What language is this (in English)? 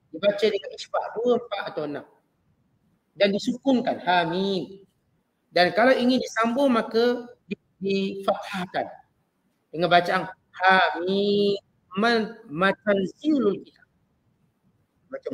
Malay